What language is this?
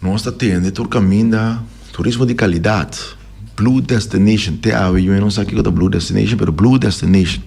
Papiamento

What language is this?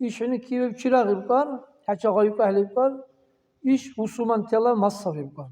Dargwa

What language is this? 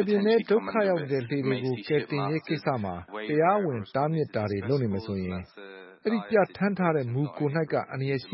Burmese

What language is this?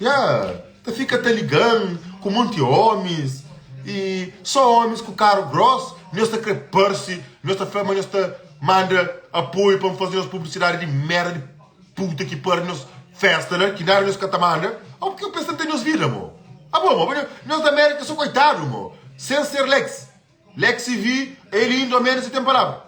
Kabuverdianu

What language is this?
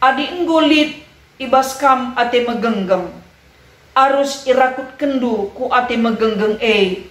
Batak Karo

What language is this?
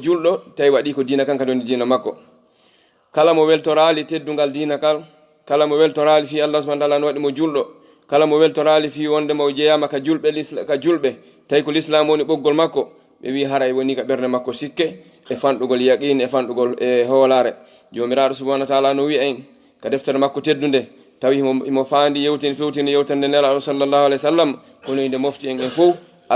Fula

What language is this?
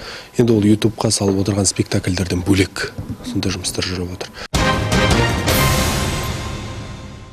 Kazakh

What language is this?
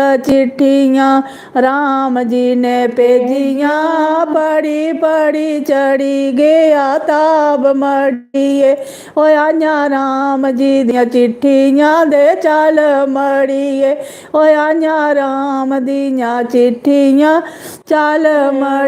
Dogri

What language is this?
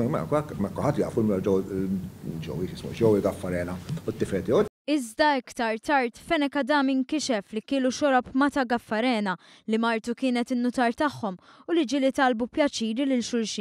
Maltese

